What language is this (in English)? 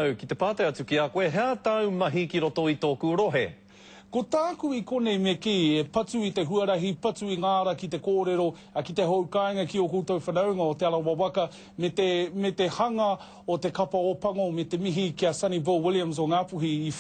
Māori